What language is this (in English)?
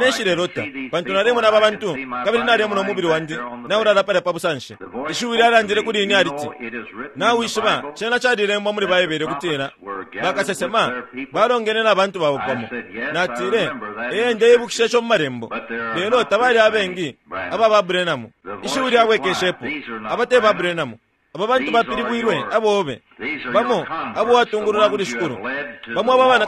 Bemba